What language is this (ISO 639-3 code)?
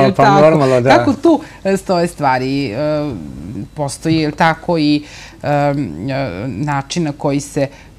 srp